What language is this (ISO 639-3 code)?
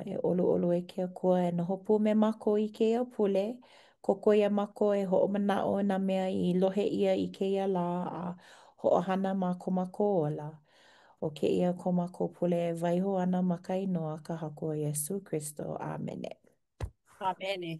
haw